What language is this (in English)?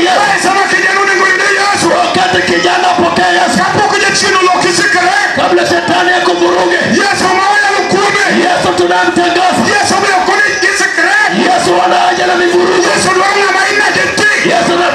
Luo (Kenya and Tanzania)